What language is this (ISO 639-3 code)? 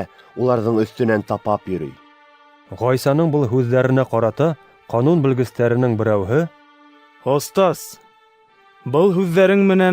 bak